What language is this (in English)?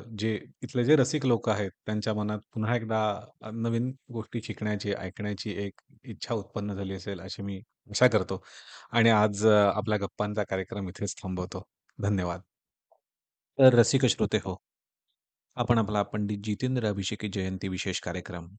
Marathi